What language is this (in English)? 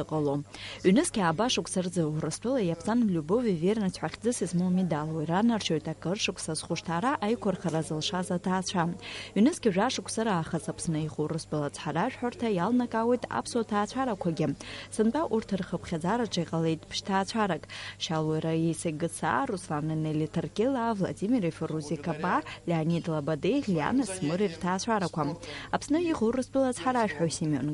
Abkhazian